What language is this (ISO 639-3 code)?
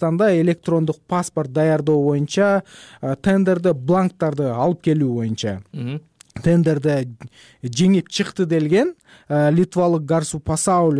kir